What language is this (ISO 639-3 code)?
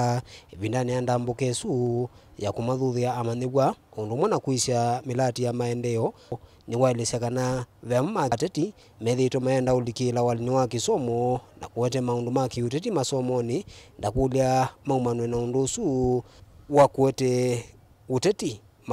kam